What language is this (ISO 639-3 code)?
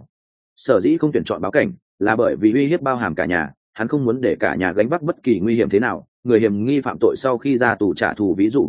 vie